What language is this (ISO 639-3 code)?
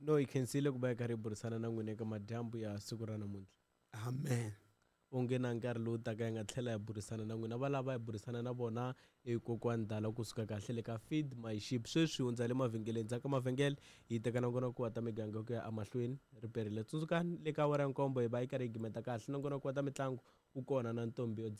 tso